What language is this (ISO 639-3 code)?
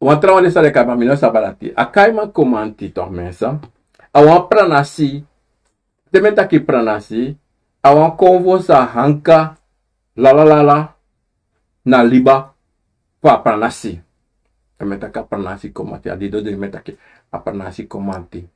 srn